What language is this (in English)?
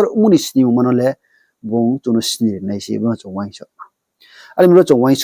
Riang (India)